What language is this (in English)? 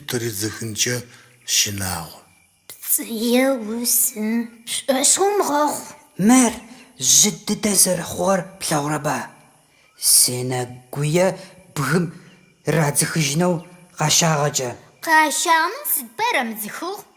Adyghe